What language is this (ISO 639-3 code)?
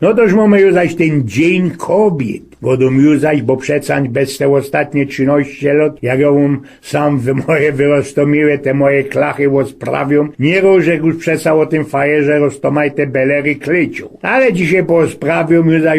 szl